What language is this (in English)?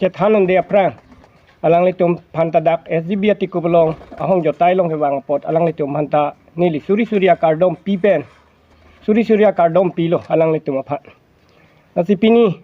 Karbi